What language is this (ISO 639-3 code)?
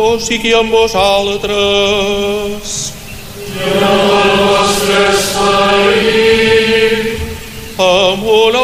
cat